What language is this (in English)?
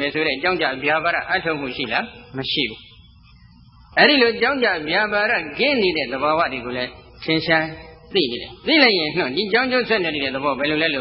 Burmese